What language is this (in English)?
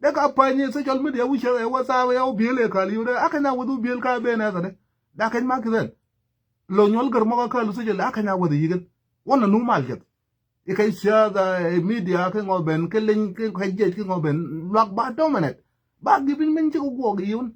Nuer